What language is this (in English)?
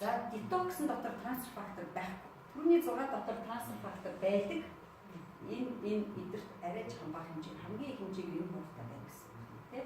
Mongolian